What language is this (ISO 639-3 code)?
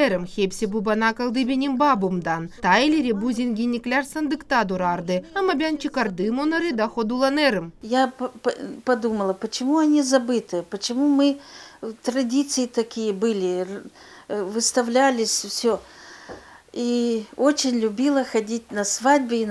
gag